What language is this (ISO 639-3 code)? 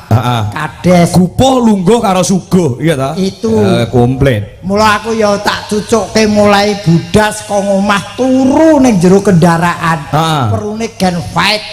jav